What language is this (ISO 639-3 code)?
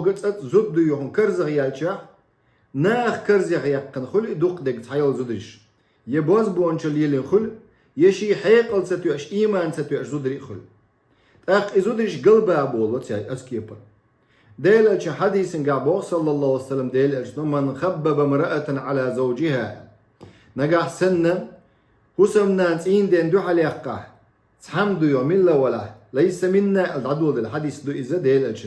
che